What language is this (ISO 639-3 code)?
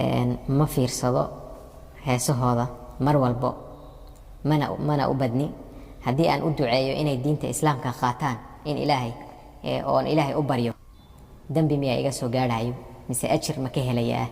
som